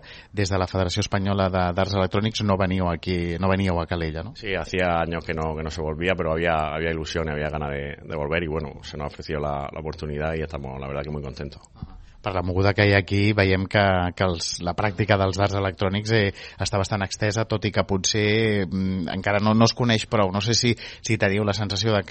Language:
Catalan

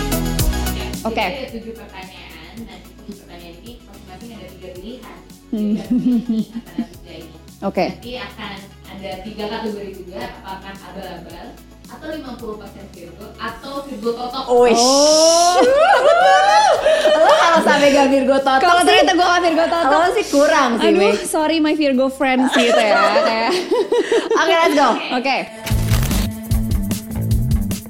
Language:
Indonesian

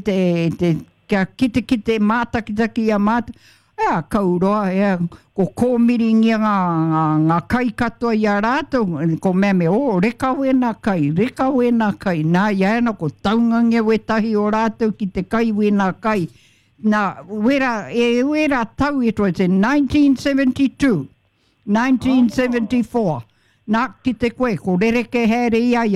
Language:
Māori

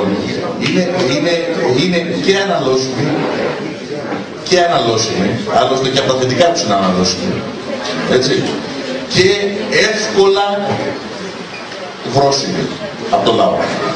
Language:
Greek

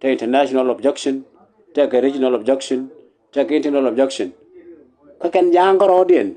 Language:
Nuer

